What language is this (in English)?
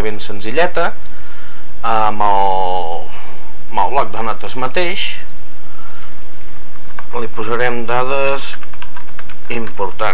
Catalan